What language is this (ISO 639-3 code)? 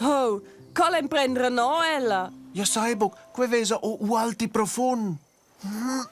roh